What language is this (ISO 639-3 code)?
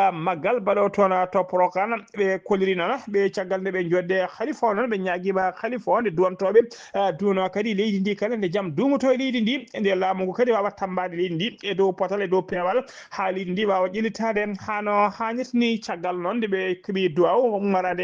ful